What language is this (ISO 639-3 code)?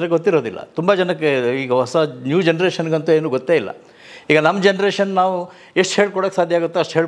kan